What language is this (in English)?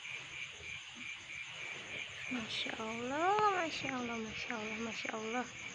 Indonesian